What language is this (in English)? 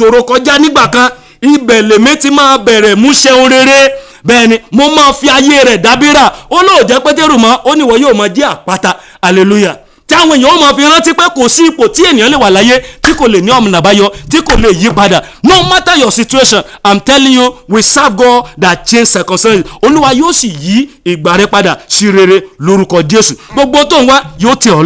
Yoruba